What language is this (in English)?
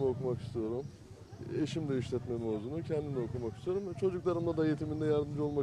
Turkish